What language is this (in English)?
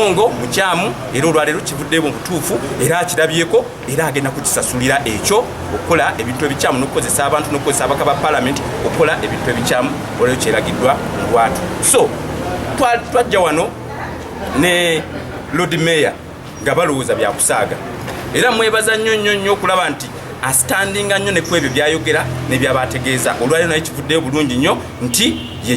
Ganda